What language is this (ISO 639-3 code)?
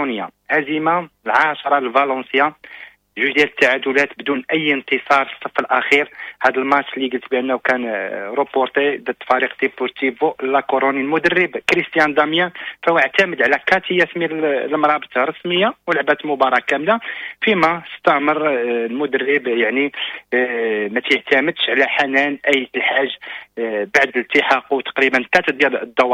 ary